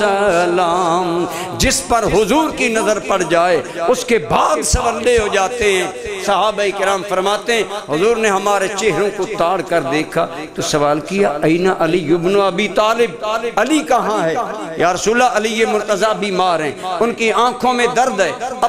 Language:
Urdu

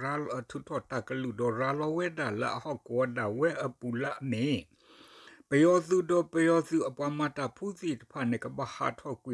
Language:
S'gaw Karen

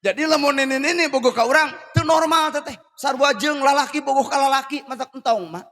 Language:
Sundanese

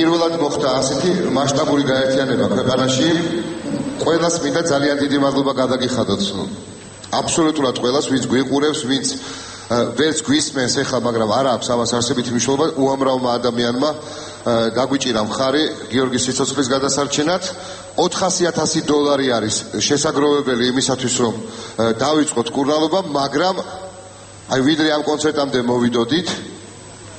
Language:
Georgian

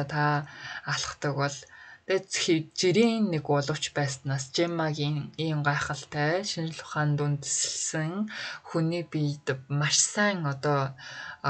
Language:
Mongolian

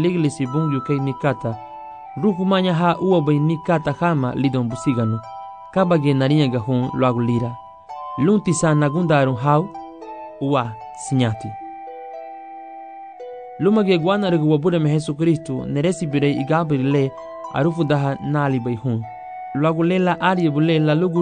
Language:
Garifuna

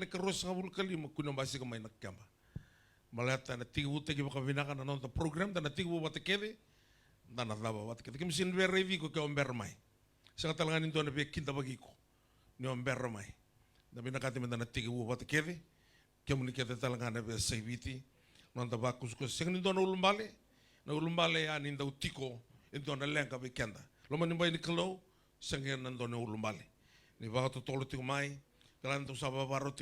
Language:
Fijian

